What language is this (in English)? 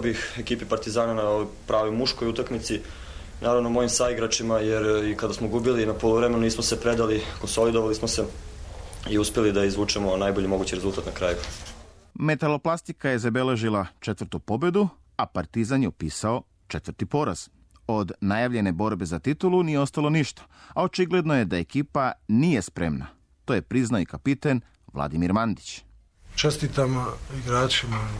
Serbian